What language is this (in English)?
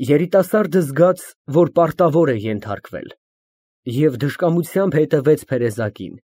Armenian